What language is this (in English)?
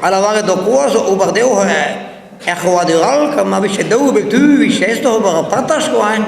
Breton